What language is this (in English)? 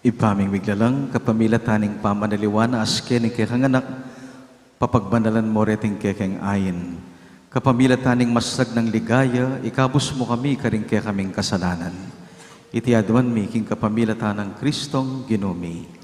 Pampanga